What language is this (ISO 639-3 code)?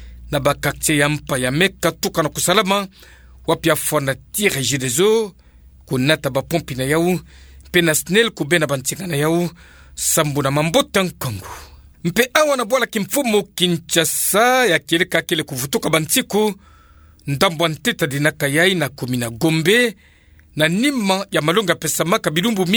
ktu